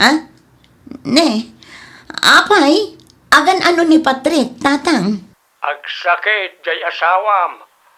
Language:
Iloko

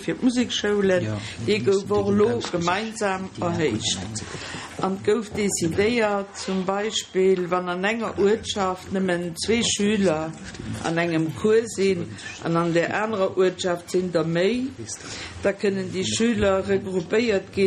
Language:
Luxembourgish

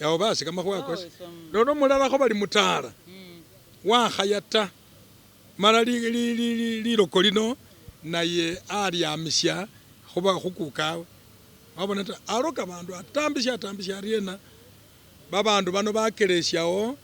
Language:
Masaaba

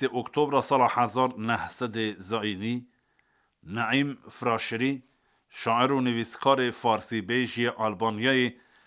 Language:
Kurdish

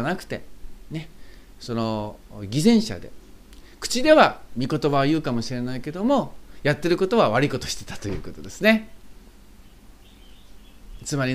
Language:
Japanese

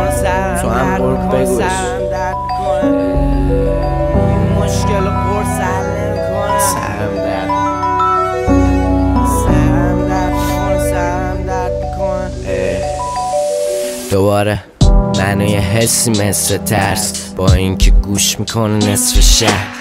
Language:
Persian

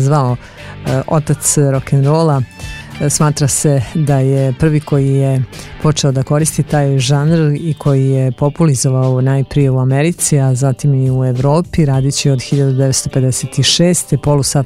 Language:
Serbian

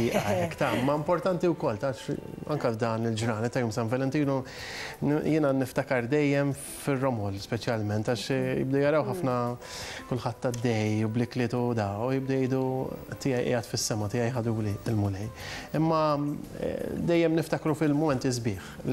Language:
Maltese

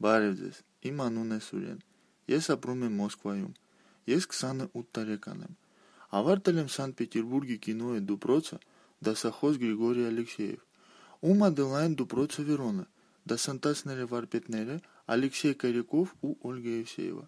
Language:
Armenian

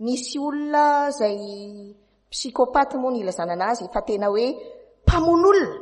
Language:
Malagasy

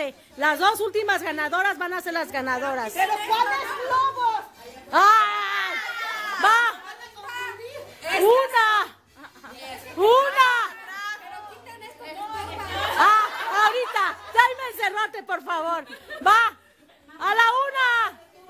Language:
Spanish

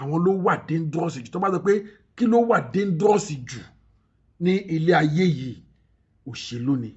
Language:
Yoruba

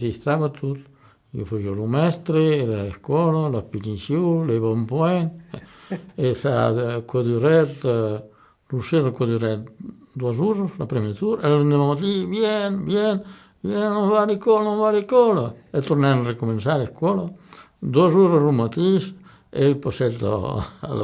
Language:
Occitan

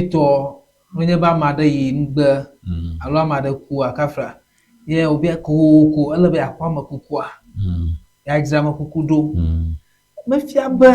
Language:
Ewe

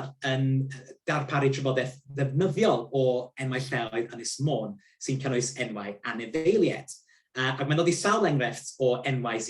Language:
Welsh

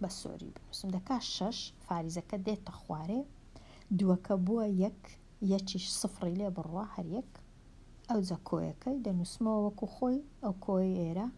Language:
Central Kurdish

